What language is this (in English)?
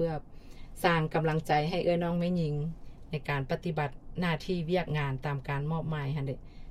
Lao